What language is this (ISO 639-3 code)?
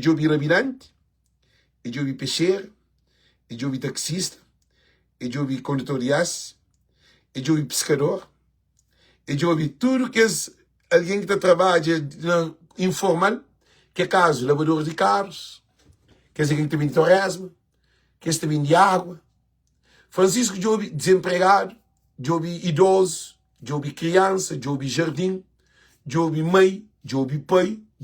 kea